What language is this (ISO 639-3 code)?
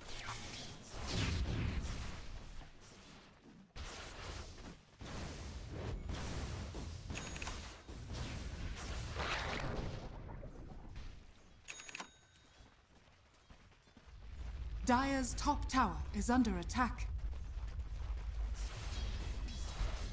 eng